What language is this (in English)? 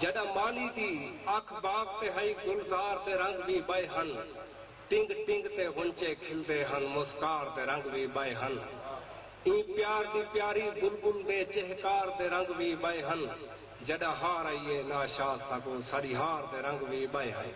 Saraiki